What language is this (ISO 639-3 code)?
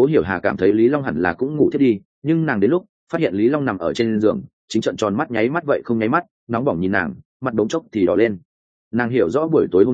vie